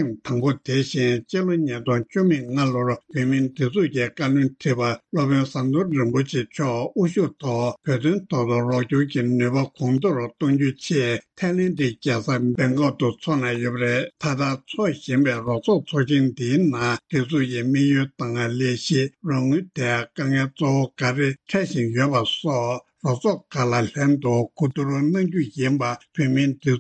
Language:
Tibetan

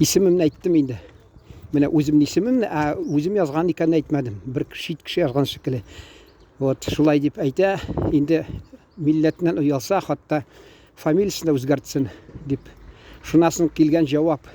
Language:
Tatar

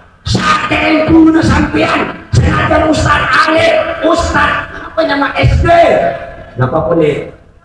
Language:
Madurese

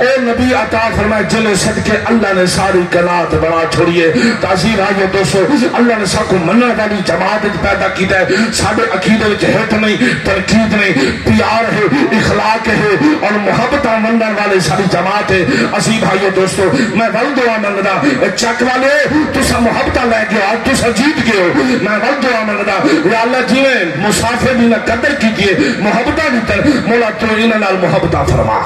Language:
Saraiki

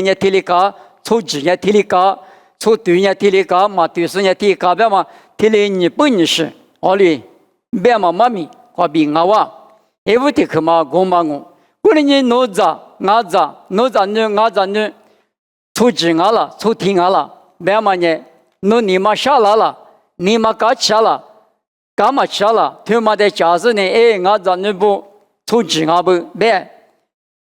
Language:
Lisu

